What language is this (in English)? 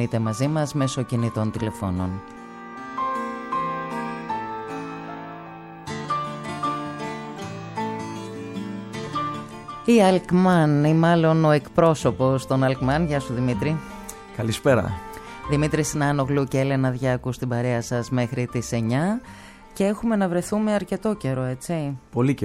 Greek